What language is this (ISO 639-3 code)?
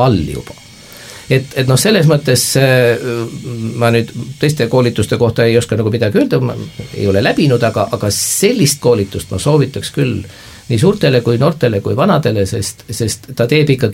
est